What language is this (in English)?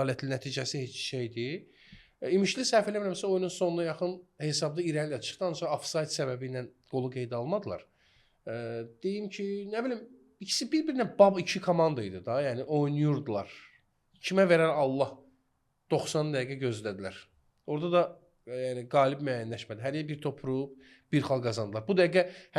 Azerbaijani